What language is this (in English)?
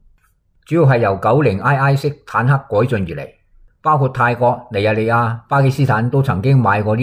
Cantonese